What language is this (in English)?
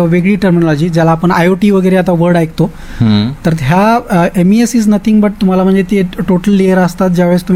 Marathi